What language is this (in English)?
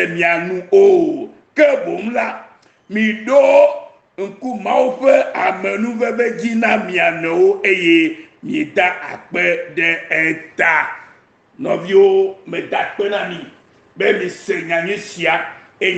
Ewe